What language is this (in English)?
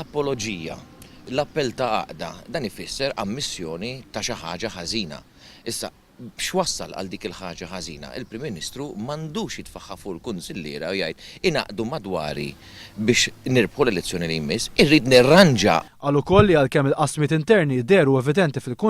Maltese